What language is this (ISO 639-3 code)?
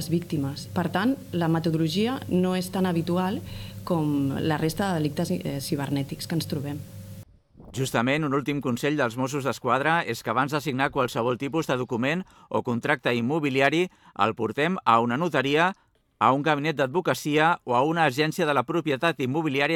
cat